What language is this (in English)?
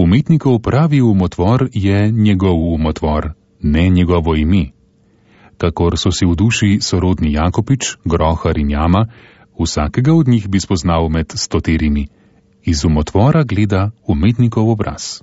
Slovenian